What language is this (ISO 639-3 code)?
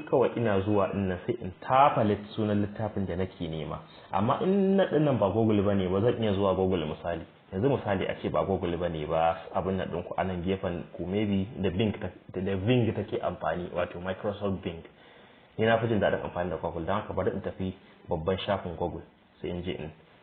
hau